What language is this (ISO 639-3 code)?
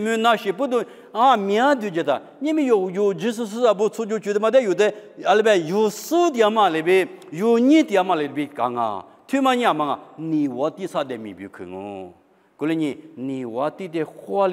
lis